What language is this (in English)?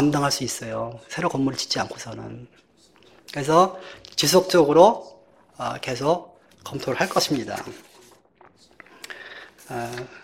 Korean